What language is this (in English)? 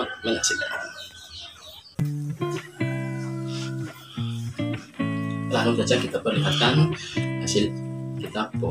Indonesian